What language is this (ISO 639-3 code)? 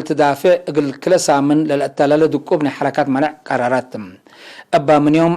tig